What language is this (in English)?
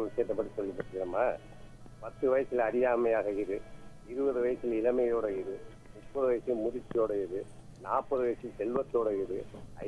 Tamil